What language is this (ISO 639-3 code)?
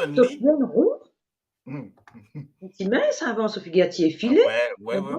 mfe